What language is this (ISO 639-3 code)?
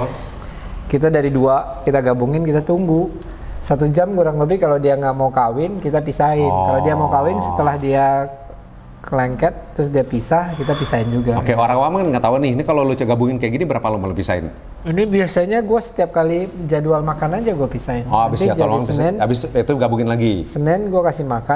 ind